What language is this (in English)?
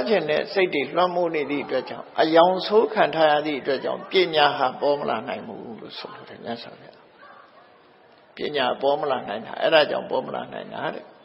Burmese